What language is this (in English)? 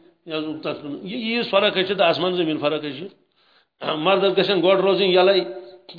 Kashmiri